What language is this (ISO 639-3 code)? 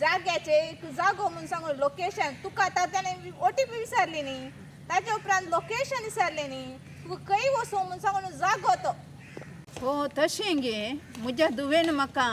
kok